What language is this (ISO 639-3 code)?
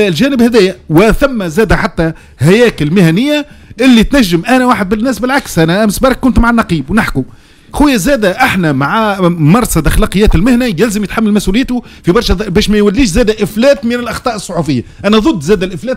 aeb